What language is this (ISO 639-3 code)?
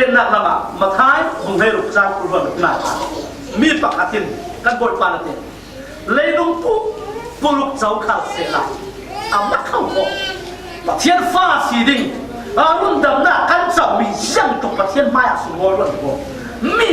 cfm